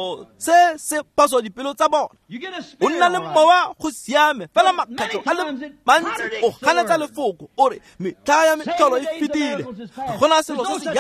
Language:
Tswana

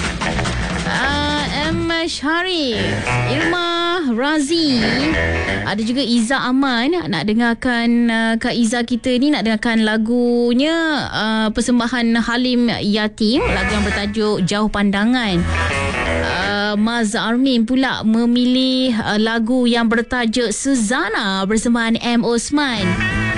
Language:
Malay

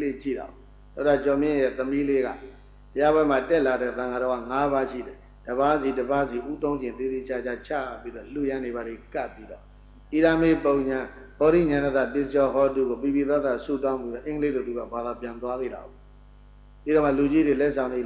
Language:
Burmese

